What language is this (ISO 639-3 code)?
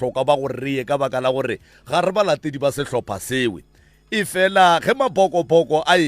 nso